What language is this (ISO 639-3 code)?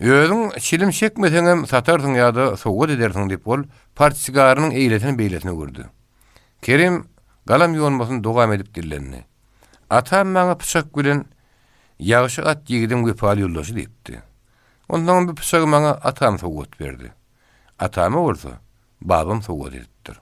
tuk